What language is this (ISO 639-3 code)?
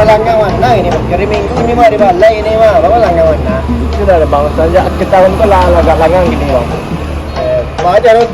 min